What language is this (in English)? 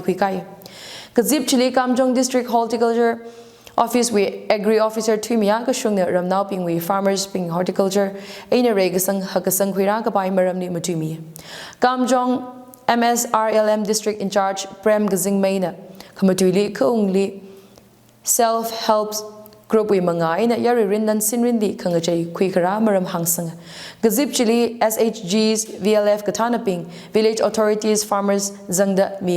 Tangkhul Naga (India)